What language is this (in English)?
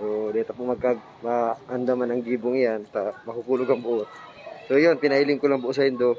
Bikol